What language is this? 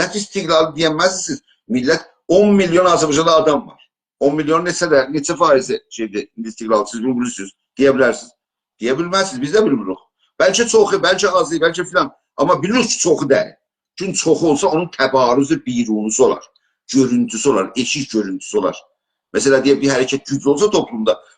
South Azerbaijani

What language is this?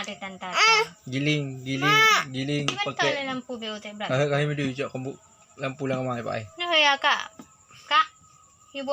Achinese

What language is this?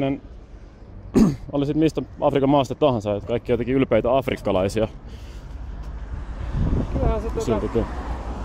Finnish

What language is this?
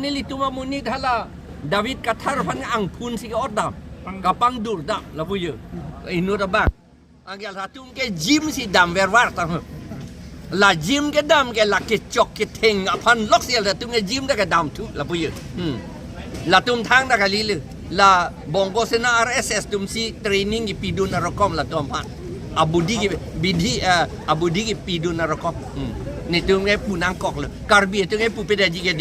Karbi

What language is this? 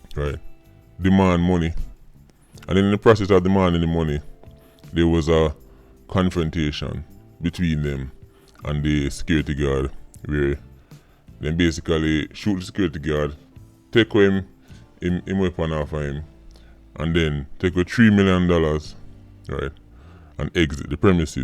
Jamaican Creole English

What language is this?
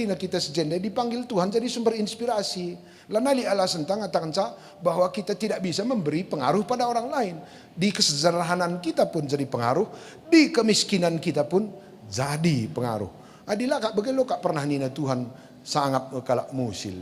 Batak Karo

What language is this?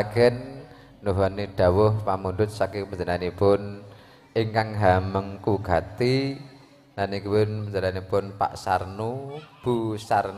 Javanese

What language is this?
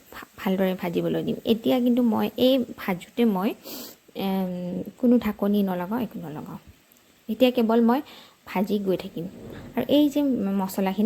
Assamese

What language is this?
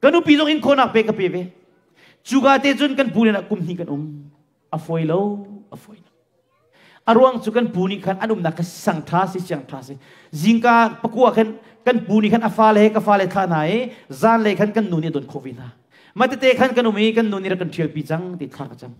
Hakha Chin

